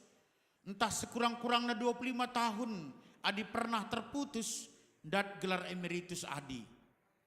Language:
Batak Karo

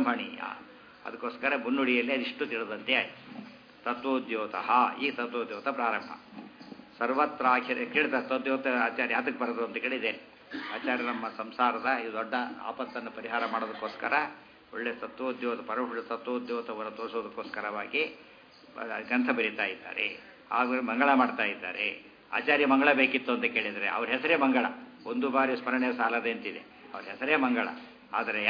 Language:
Kannada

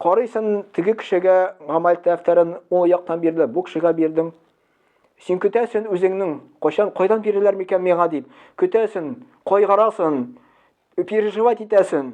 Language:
Tatar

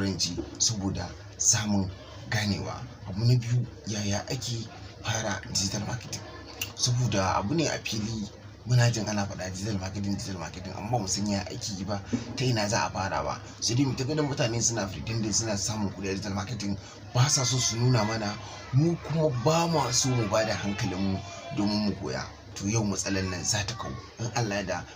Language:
Hausa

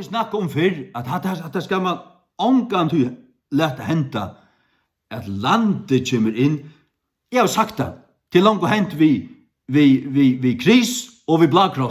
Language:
Faroese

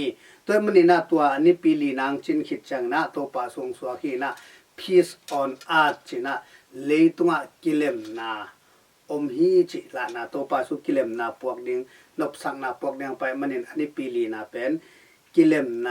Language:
Tedim Chin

